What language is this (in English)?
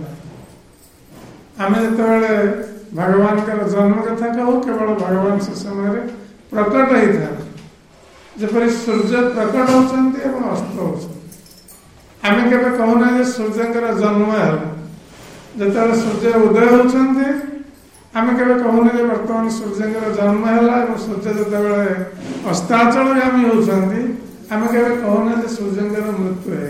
Odia